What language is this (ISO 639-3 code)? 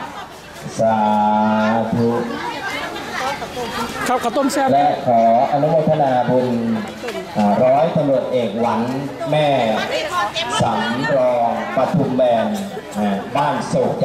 tha